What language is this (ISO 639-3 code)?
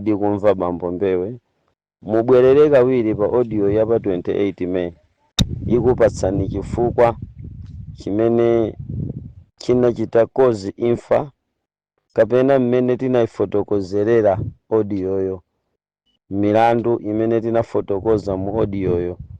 nya